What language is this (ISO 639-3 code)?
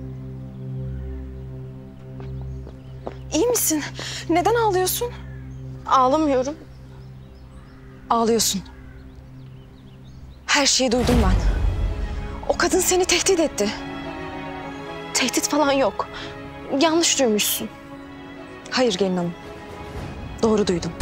tur